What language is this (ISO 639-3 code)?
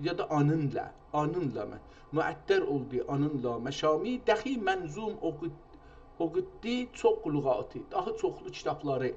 azb